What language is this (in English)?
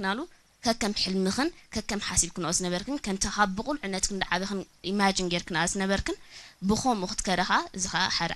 Tigrinya